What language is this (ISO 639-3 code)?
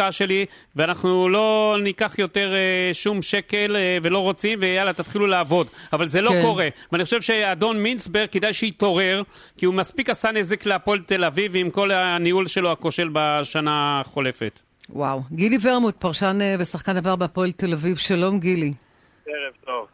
heb